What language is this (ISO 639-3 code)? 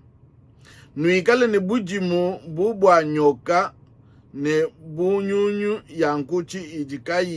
lua